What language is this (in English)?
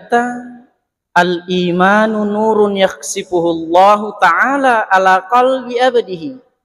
Buginese